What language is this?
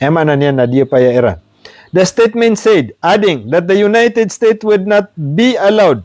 Maranao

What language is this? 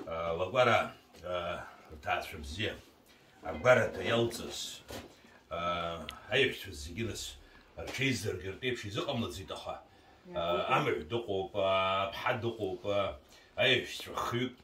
Abkhazian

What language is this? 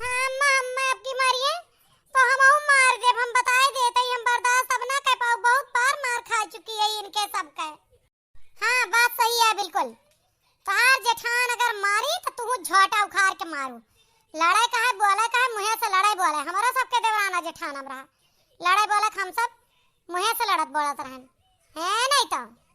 Awadhi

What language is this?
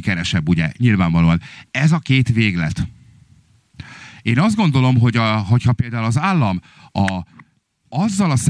Hungarian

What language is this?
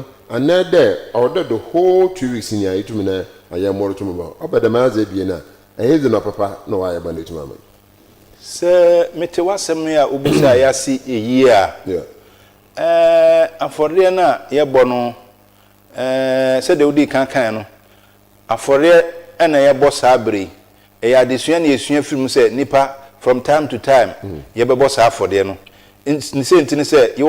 Akan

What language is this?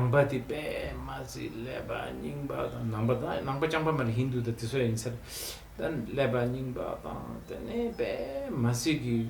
Tibetan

